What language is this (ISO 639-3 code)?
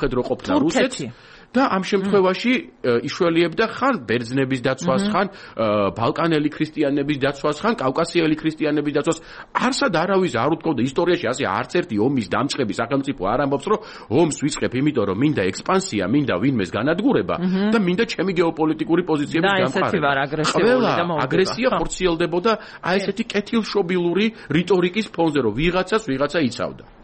kat